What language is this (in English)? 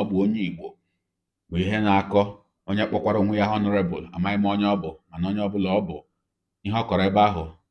Igbo